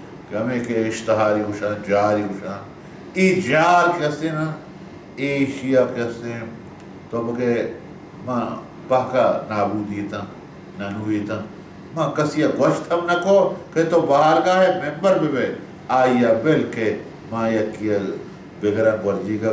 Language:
Baluchi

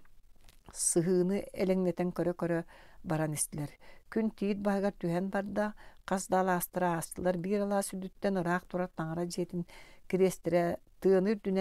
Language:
Yakut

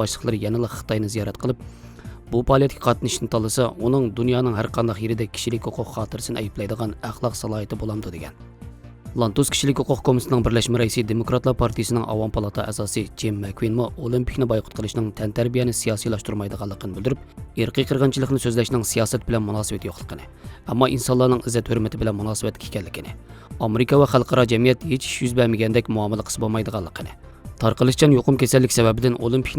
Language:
Uyghur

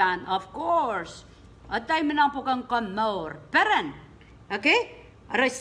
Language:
Pohnpeian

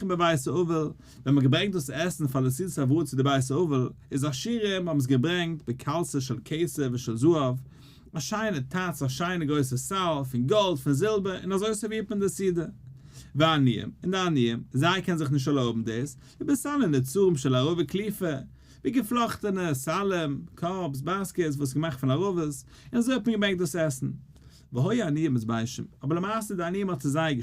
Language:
Yiddish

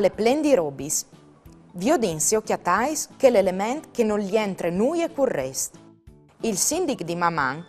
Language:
Friulian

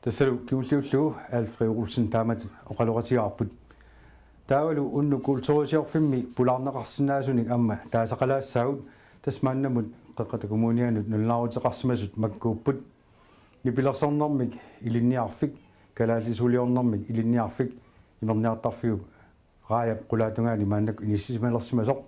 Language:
Kalaallisut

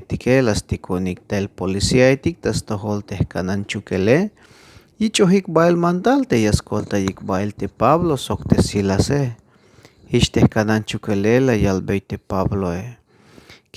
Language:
Tzeltal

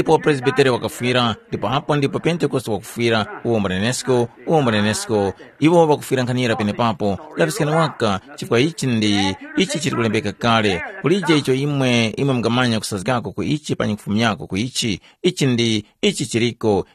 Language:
Tumbuka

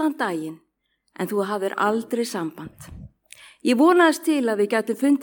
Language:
Icelandic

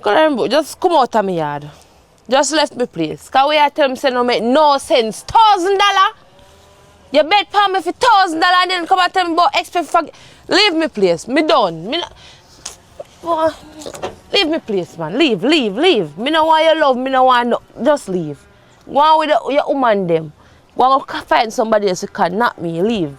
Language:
Jamaican Creole English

